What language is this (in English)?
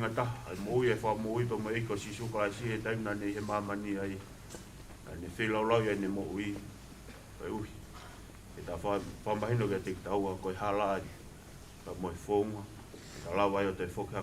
Tongan